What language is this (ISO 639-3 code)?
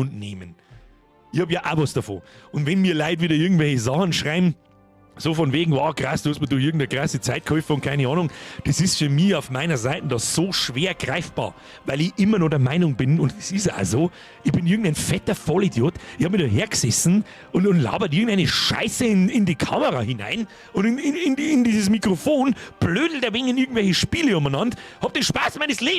bar